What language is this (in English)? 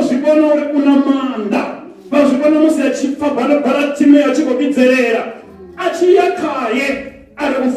Venda